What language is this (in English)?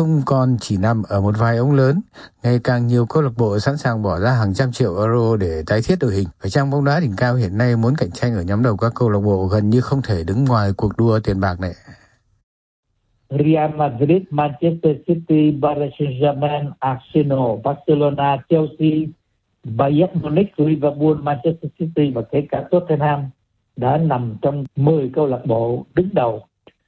Vietnamese